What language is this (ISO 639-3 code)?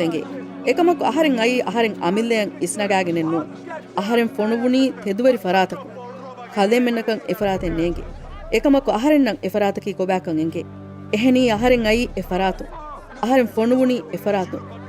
div